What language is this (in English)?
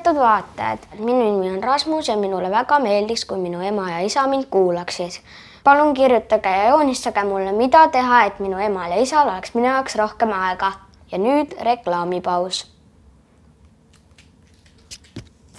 Estonian